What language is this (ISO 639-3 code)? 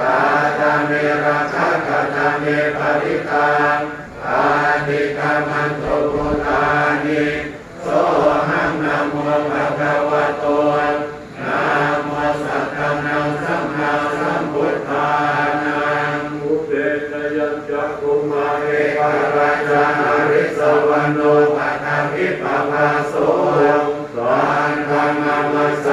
pli